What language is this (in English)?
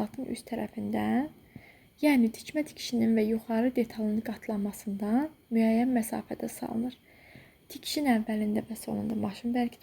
Azerbaijani